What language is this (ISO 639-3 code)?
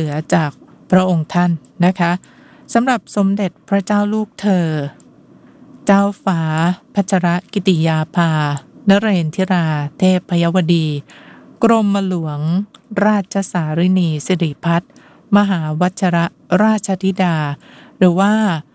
tha